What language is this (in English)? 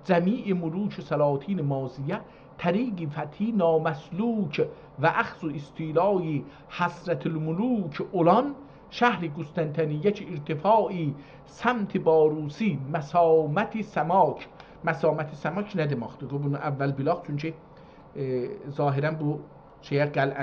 South Azerbaijani